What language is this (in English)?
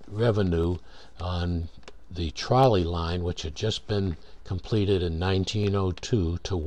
English